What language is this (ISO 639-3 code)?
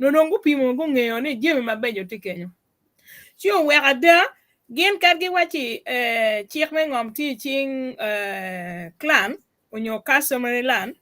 ach